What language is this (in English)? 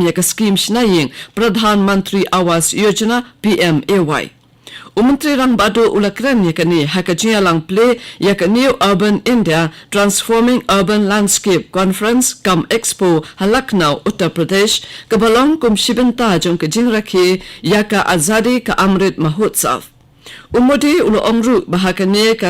Khasi